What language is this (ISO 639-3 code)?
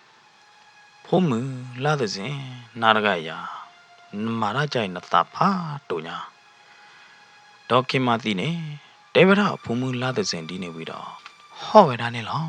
ksw